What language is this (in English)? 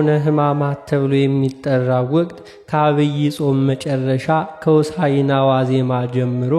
Amharic